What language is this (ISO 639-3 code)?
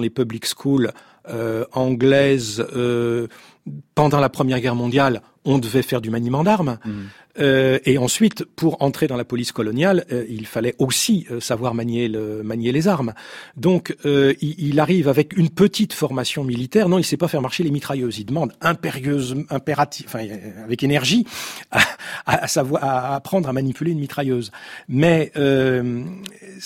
fra